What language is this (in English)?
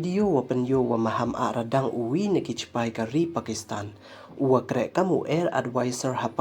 Pnar